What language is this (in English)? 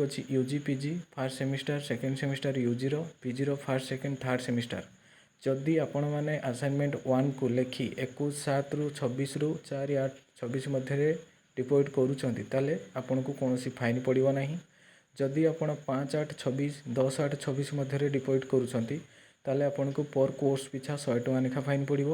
Odia